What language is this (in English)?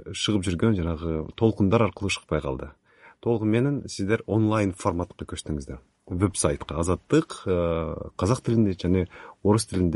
Kazakh